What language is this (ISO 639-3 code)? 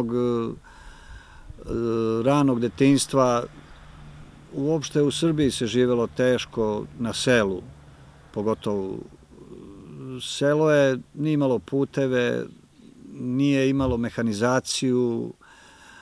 srp